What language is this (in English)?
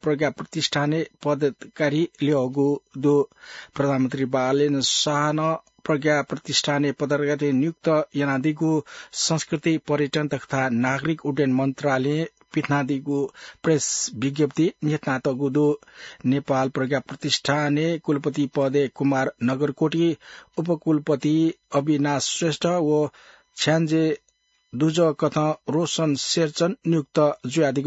Newari